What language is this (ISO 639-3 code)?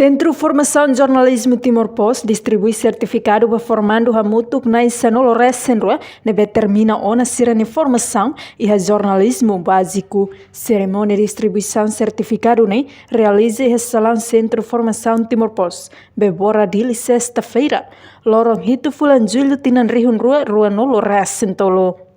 tet